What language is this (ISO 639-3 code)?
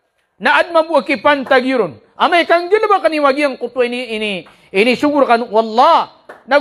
mrw